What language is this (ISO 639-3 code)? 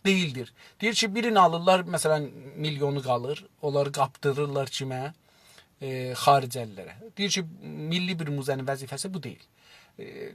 azb